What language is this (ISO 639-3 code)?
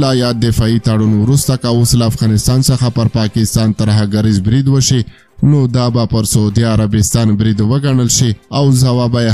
pus